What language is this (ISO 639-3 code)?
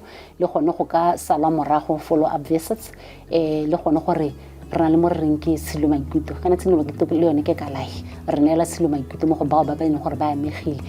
tsn